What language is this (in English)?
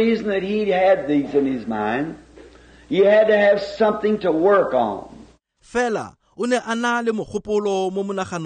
Tswana